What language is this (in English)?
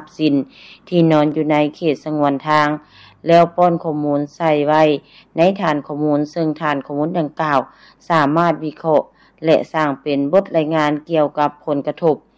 Lao